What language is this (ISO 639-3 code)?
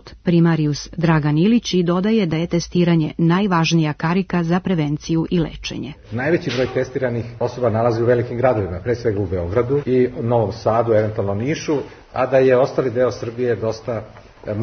srp